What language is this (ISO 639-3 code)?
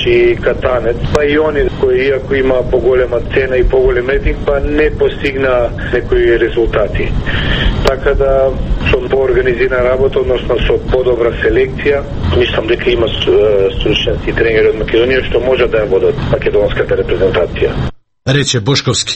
mkd